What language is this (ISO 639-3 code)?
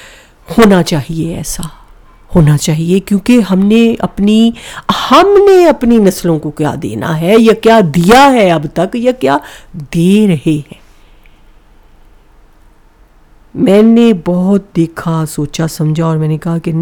urd